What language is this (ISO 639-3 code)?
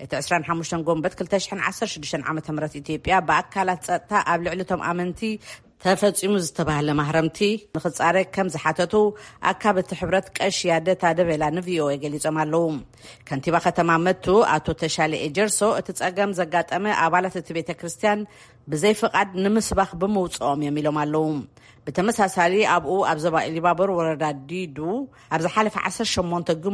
tir